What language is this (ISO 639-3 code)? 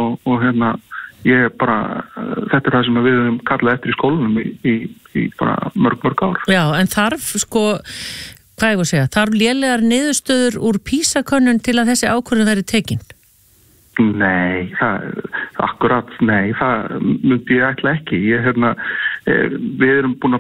isl